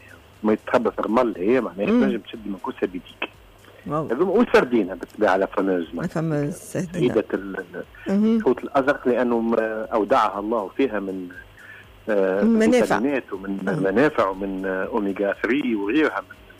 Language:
Tunisian Arabic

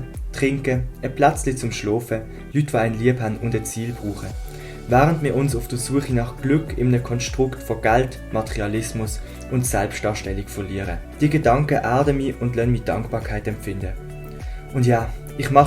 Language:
Swiss German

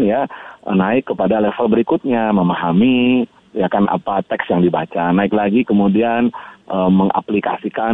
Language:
Indonesian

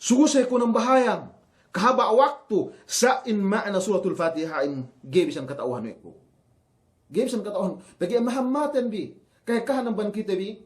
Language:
Yakan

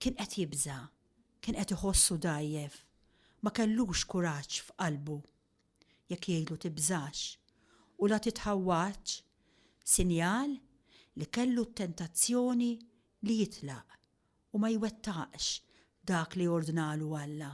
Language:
Maltese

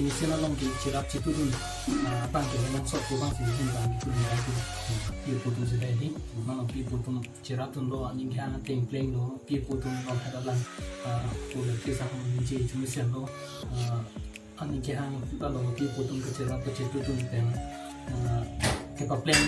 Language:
Karbi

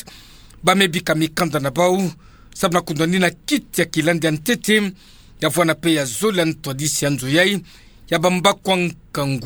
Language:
Kituba (Democratic Republic of Congo)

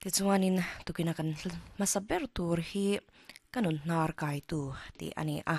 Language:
Mizo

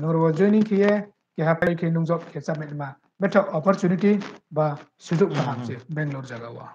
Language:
Riang (India)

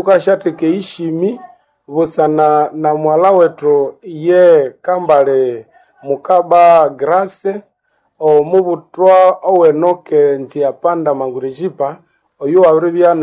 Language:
Nande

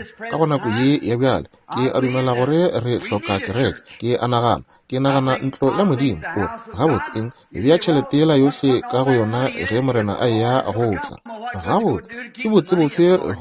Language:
Northern Sotho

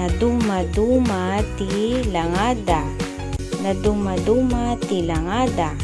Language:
Iloko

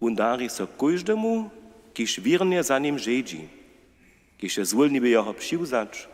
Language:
Upper Sorbian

